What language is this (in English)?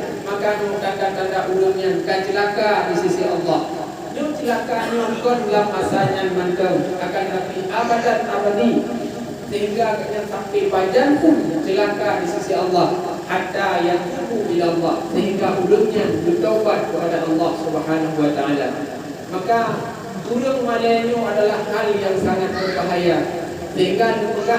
Achinese